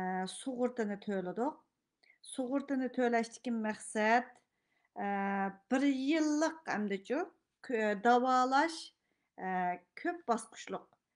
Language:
Uyghur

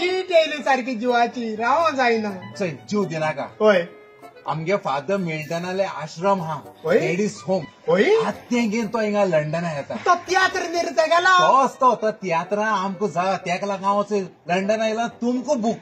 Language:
Konkani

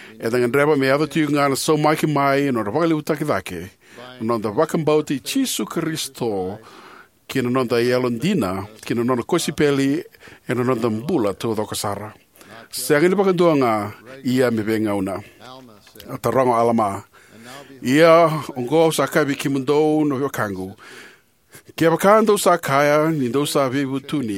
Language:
Fijian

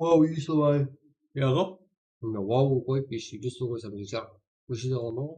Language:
Kara-Kalpak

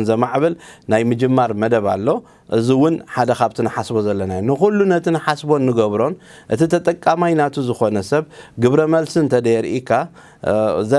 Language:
Tigrinya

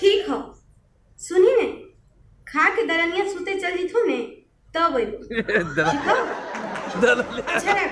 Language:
Magahi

